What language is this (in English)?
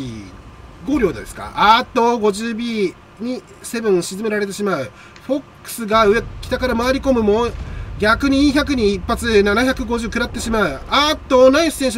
Japanese